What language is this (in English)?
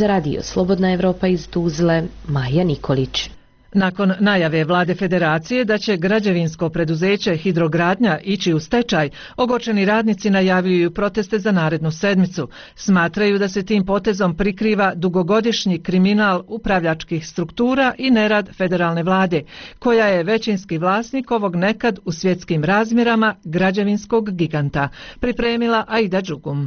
Bosnian